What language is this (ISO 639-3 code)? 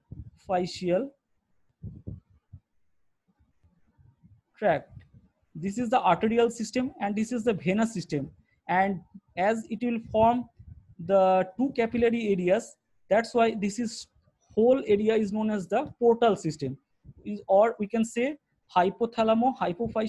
eng